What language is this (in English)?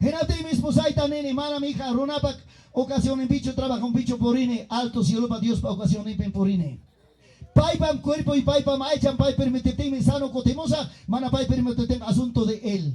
Ayacucho Quechua